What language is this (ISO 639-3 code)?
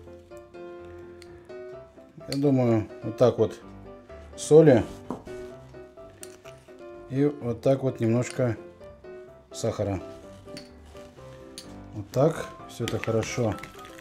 rus